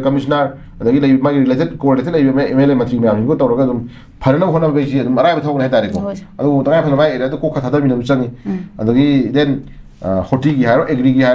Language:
Manipuri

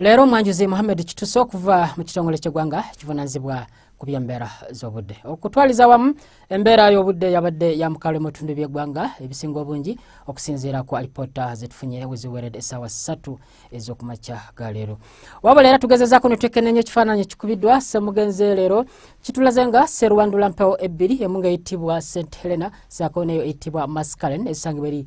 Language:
Ganda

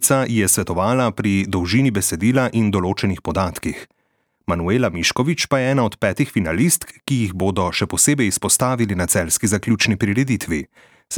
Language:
Slovenian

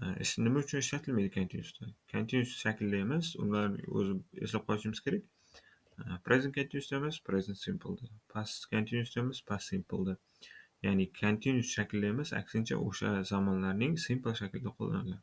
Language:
Uzbek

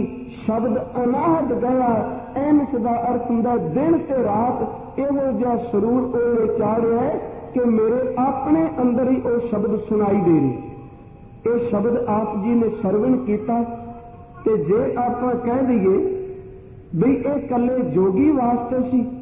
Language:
Punjabi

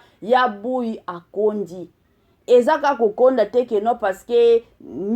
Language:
Lingala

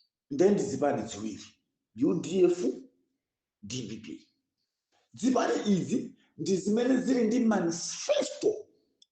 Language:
Nyanja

